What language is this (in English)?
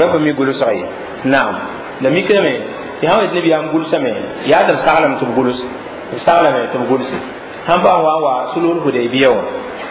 Mossi